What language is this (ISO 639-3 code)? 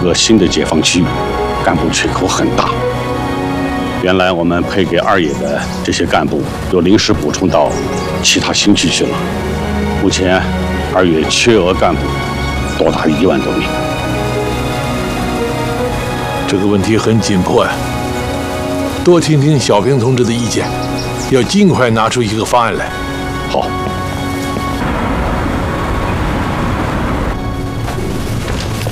zho